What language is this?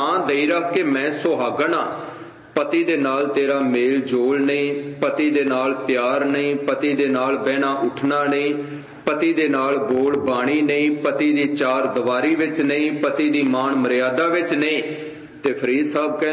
Punjabi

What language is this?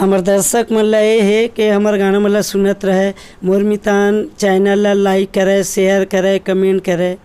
Chhattisgarhi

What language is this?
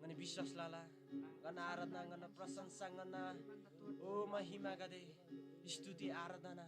Eastern Tamang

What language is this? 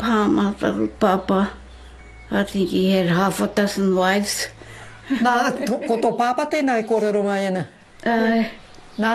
Māori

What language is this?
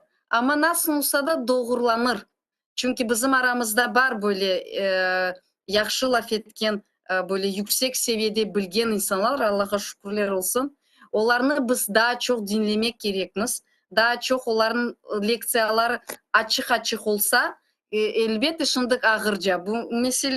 Crimean Tatar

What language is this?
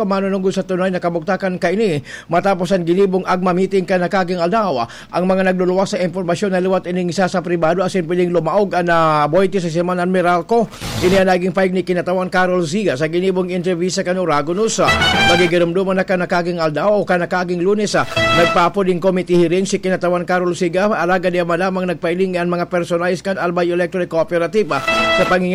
Bikol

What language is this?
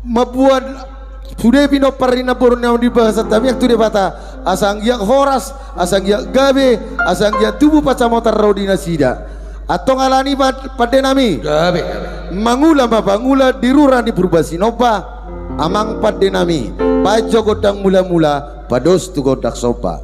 Batak Toba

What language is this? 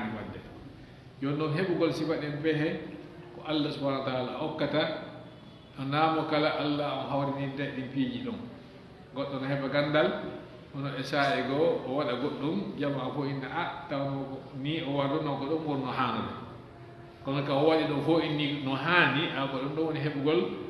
Fula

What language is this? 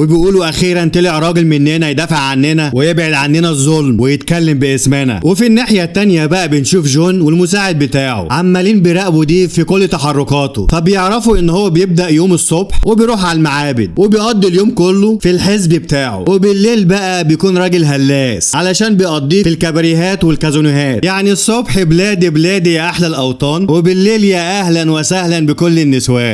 Egyptian Arabic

